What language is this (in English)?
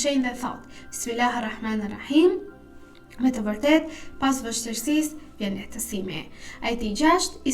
Albanian